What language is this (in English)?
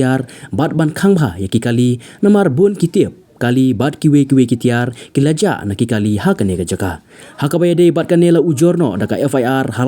Khasi